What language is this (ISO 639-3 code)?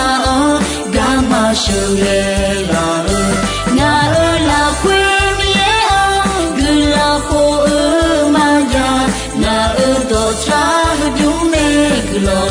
ahk